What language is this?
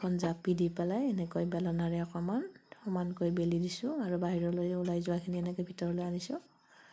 Assamese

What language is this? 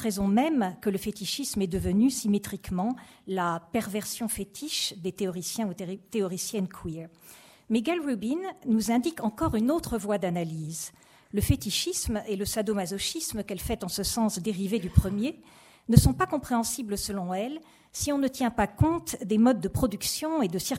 French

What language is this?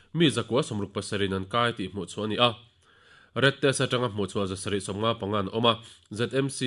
Mizo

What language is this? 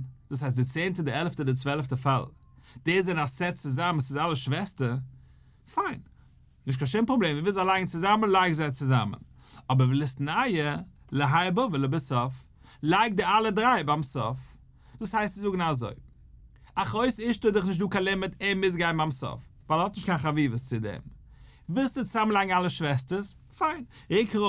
Yiddish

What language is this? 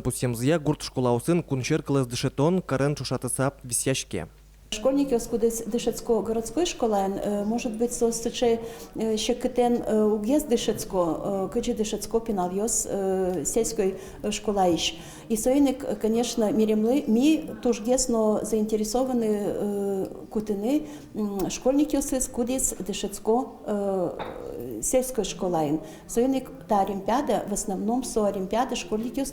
Udmurt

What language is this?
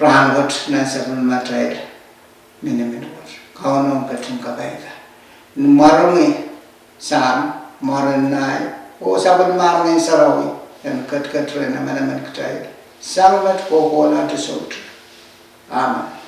Pohnpeian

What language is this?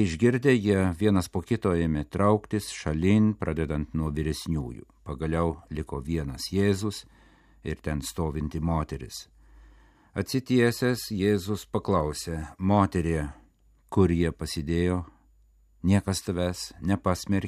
Lithuanian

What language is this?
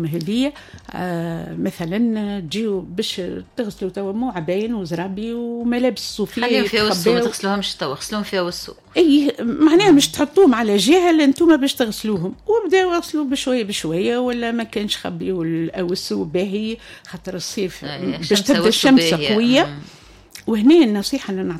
Tunisian Arabic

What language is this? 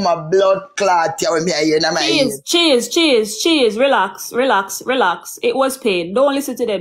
Jamaican Creole English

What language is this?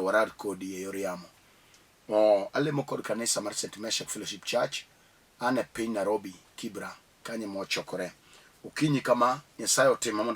Luo (Kenya and Tanzania)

